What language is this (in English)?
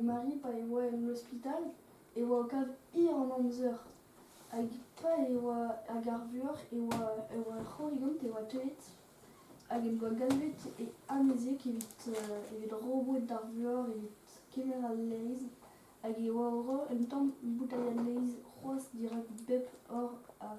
Breton